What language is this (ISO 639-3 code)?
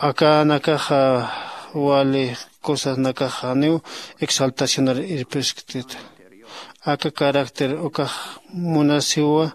aym